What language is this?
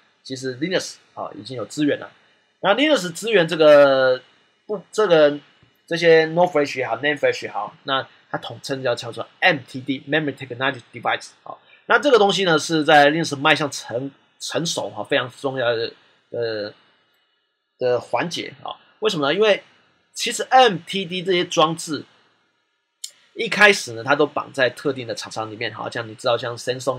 Chinese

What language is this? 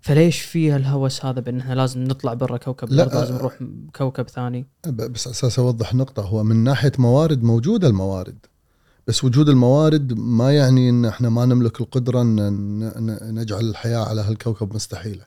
Gulf Arabic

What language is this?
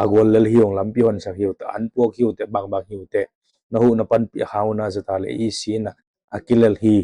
Tedim Chin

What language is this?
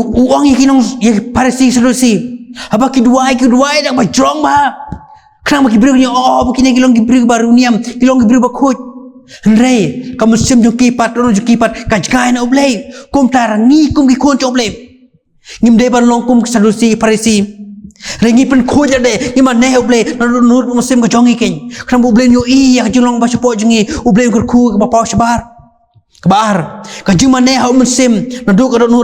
Khasi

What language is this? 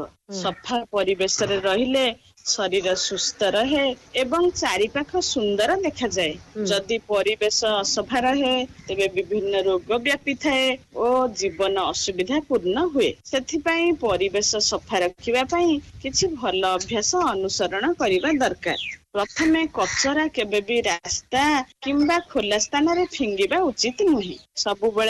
Odia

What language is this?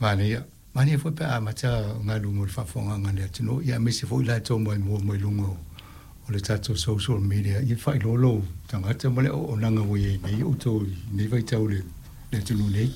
Samoan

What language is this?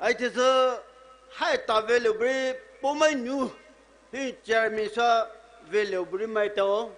Poumei Naga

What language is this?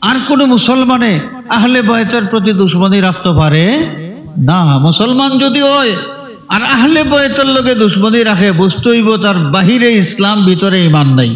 Sylheti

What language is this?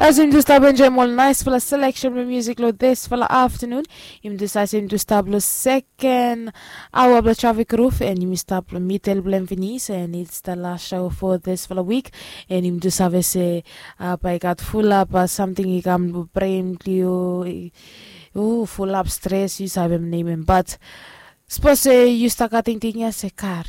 Bislama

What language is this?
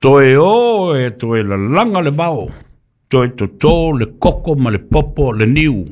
Samoan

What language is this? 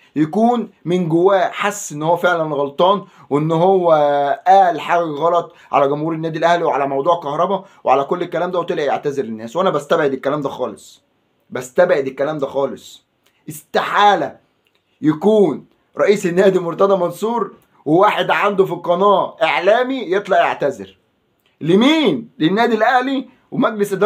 Egyptian Arabic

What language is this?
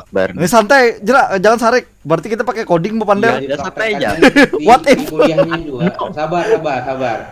Banjar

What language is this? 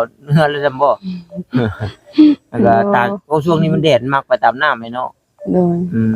Northeastern Thai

